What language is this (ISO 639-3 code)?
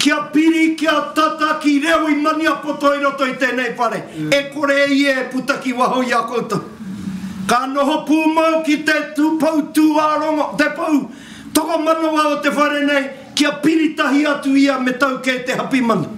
mri